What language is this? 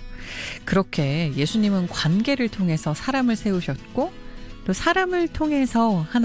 Korean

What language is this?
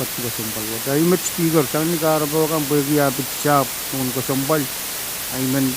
Pohnpeian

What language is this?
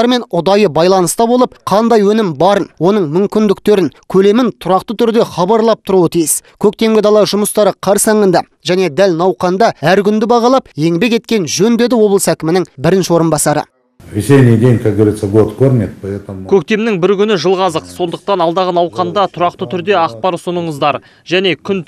Kazakh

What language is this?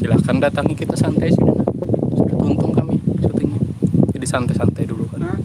Banjar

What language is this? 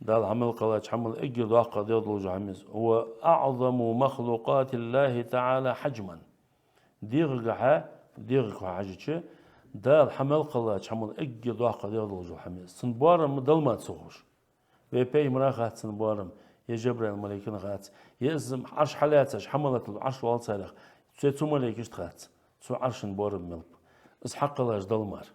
Ingush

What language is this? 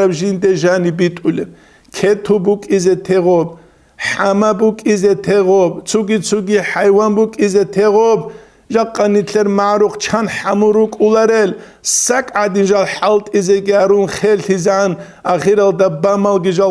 Avaric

